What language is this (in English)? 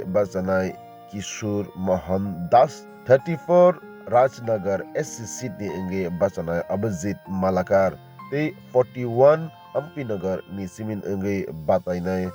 Kok Borok